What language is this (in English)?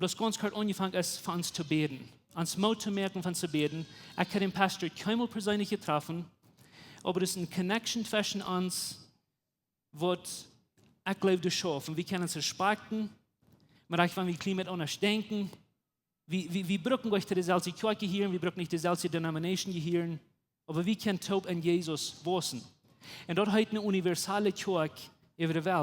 Plautdietsch